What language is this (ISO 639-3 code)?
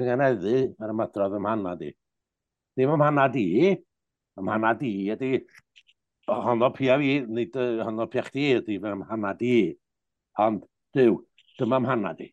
cym